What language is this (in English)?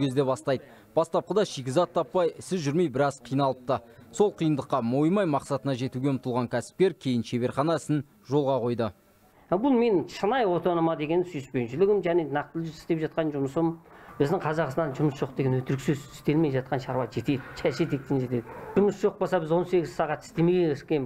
Kazakh